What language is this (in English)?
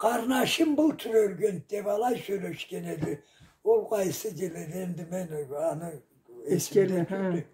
Karachay-Balkar